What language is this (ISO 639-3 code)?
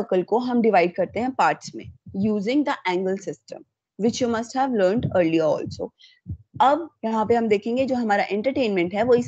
hin